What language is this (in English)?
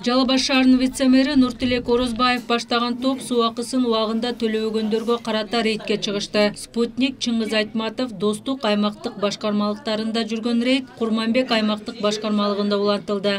Kyrgyz